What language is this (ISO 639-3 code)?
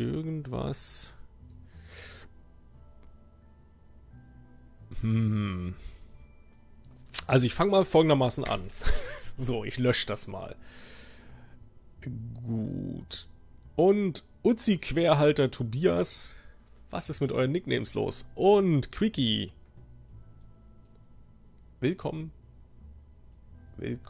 deu